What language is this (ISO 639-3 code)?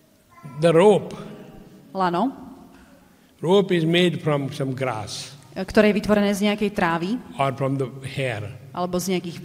slk